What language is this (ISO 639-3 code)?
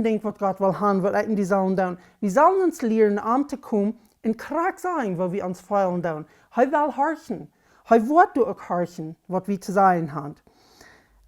pdt